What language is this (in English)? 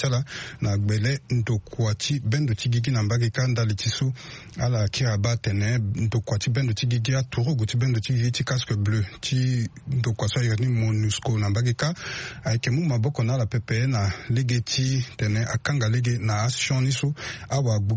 Sango